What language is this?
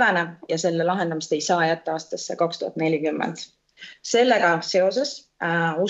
Estonian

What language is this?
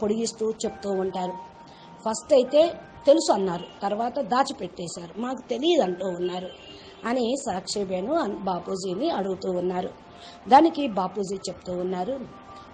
Telugu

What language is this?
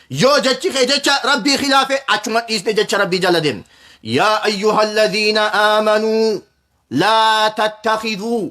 Oromo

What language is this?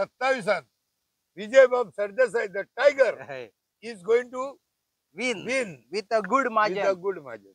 Konkani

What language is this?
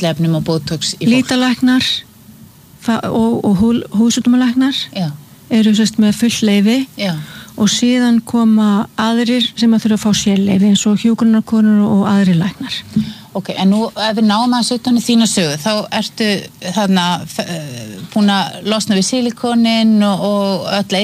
Icelandic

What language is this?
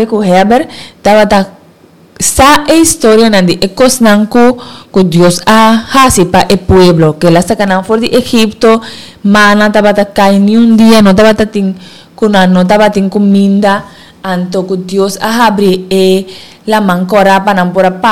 Papiamento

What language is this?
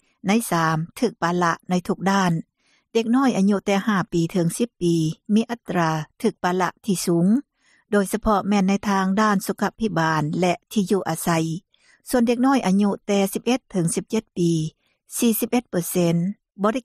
Lao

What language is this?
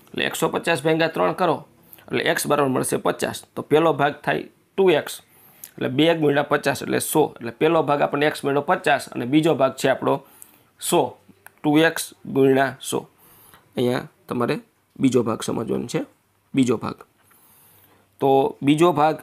Gujarati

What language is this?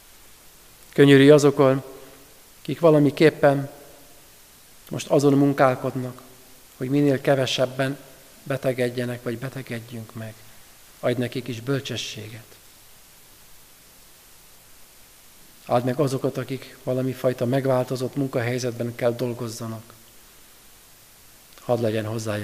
Hungarian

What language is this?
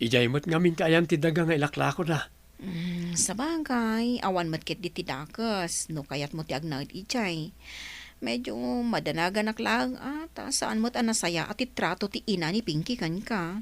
Iloko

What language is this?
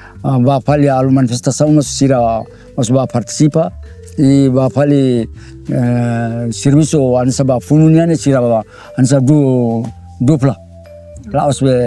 Tetum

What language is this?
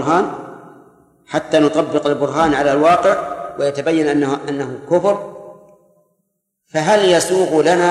Arabic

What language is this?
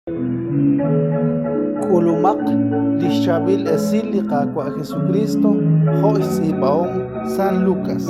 Kekchí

